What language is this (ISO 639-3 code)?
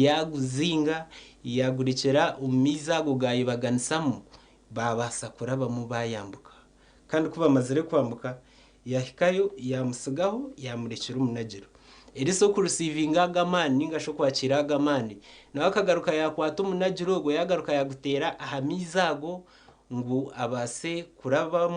nyn